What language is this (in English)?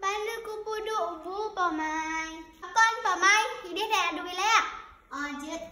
Achinese